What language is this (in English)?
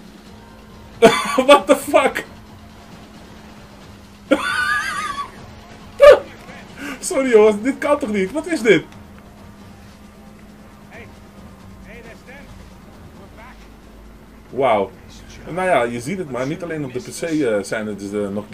Dutch